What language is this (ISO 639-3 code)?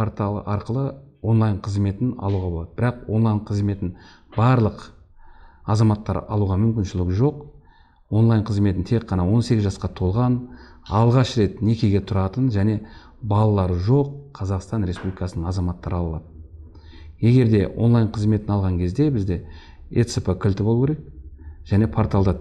kaz